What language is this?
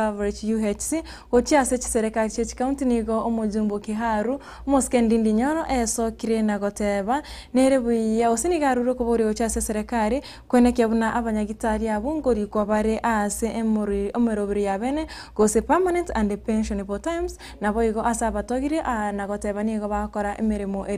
Gusii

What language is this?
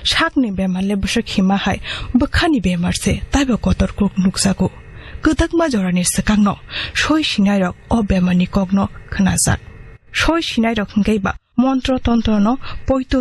Kok Borok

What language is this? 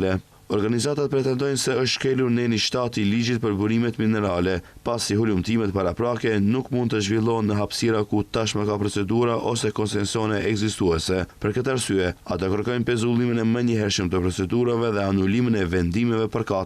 Albanian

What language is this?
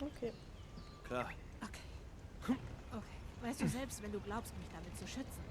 Swiss German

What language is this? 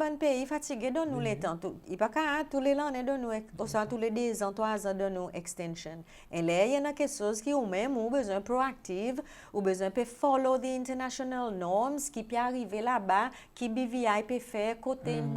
Seselwa Creole French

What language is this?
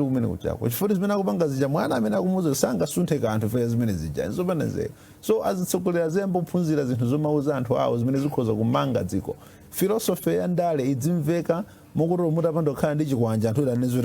Nyanja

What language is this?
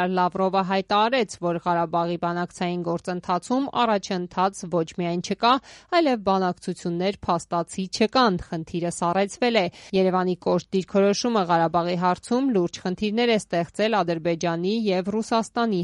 Armenian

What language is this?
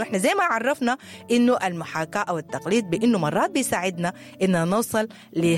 Sudanese Arabic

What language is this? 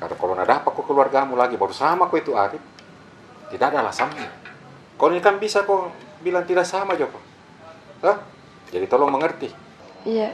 Makassar Malay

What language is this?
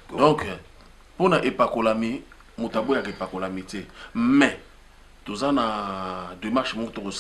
Lingala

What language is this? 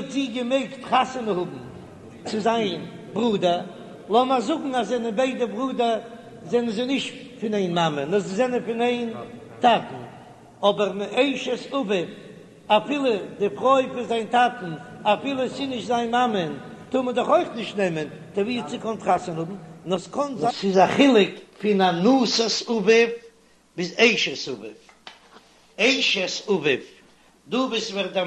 Yiddish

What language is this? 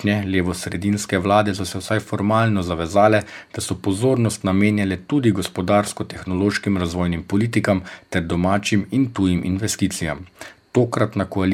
Slovenian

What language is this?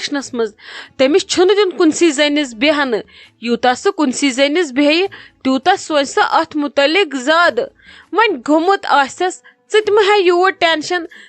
Kashmiri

